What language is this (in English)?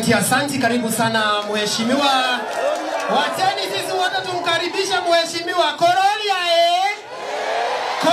Kikuyu